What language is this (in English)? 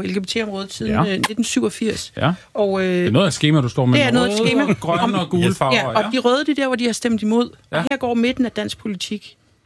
Danish